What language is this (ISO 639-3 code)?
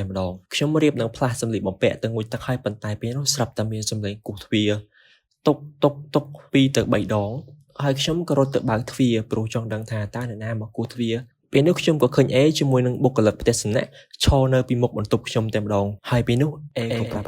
khm